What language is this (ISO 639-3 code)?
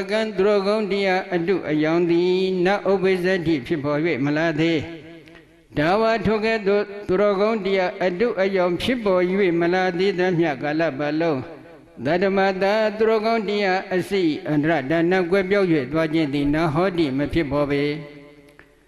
mya